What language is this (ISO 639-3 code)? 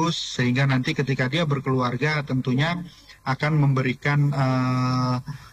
ind